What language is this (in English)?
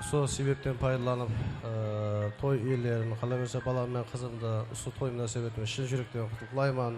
Kara-Kalpak